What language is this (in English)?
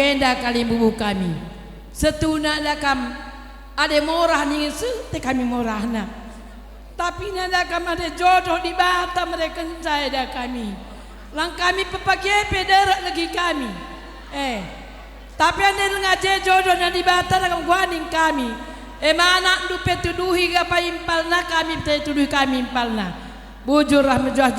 Batak Karo